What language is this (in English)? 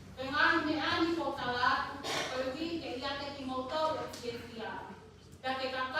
Tongan